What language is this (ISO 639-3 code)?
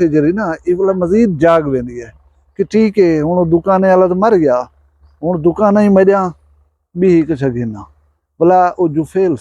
skr